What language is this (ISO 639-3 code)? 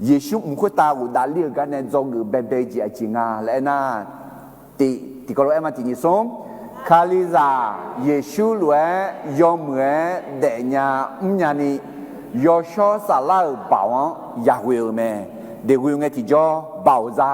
ahk